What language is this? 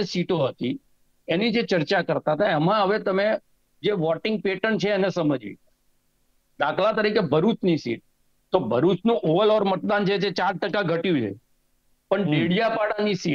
Gujarati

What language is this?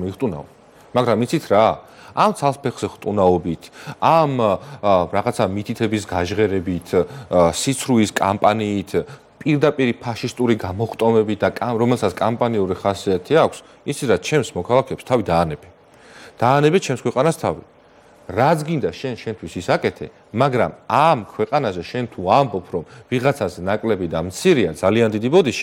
Georgian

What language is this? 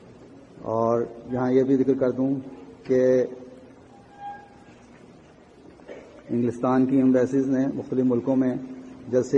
Urdu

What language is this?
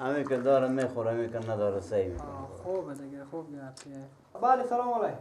Persian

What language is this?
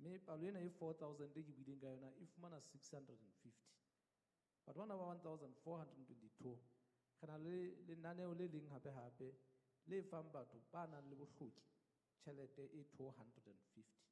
Southern Sotho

